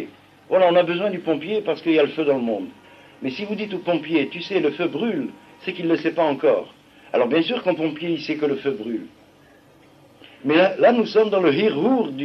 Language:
French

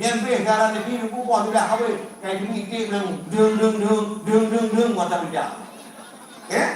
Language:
Achinese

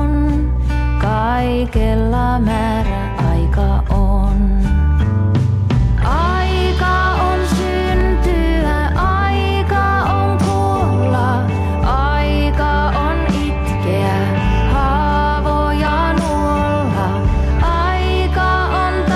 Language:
Finnish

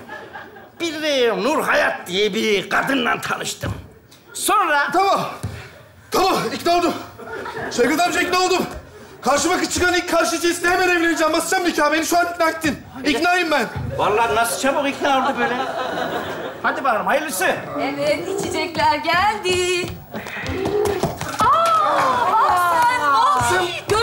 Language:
Turkish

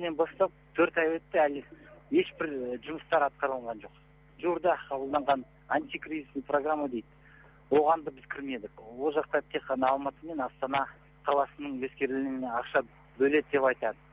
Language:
Kazakh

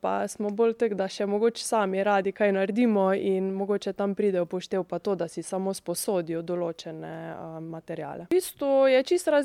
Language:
Slovenian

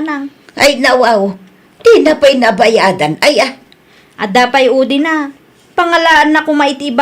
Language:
Iloko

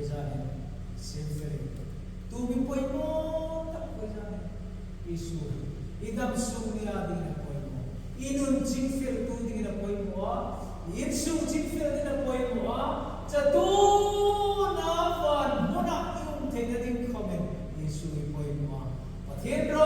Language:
Hmar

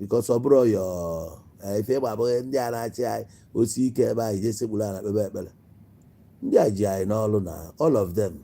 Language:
Igbo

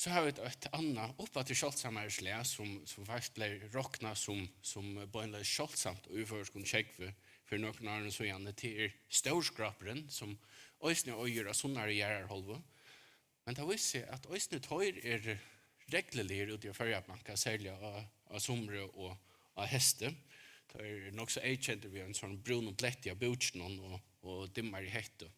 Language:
Faroese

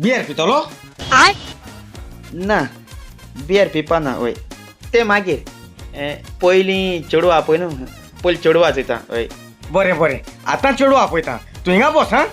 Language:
Konkani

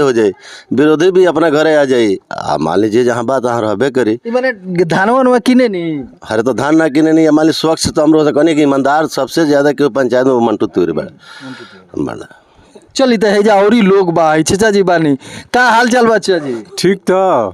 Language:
Bhojpuri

